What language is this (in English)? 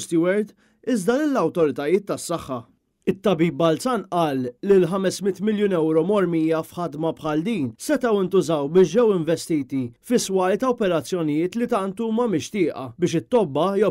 Maltese